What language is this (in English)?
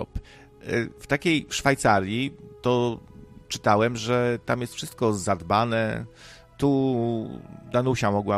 Polish